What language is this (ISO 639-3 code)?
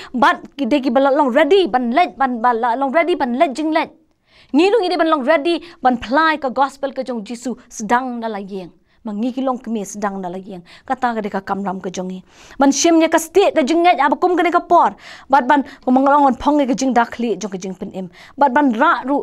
kha